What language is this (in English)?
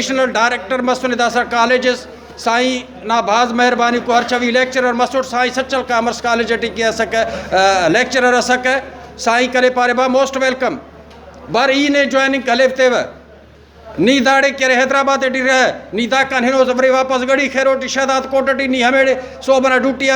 Brahui